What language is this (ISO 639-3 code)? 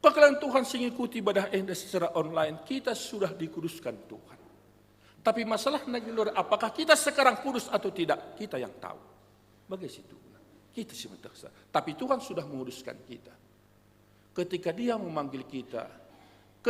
btx